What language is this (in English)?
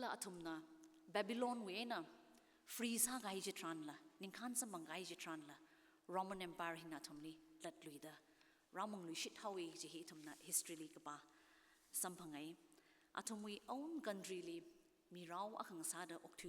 Tangkhul Naga (India)